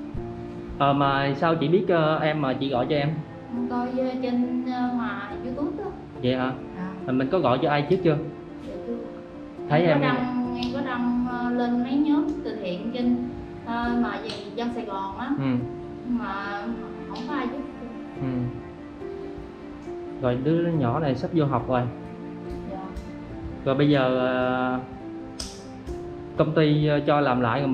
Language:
Vietnamese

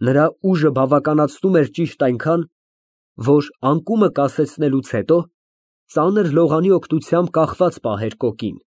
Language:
Armenian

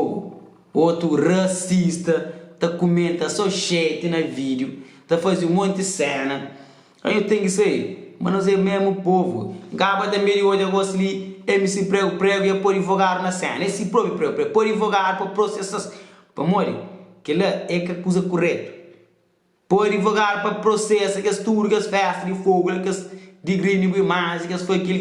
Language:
Kabuverdianu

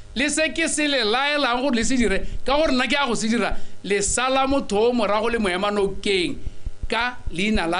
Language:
Tswana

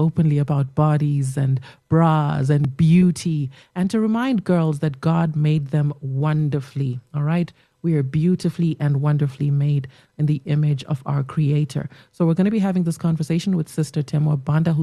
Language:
English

